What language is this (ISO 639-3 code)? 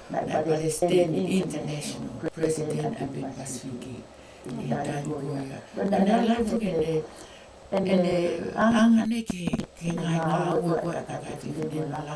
ton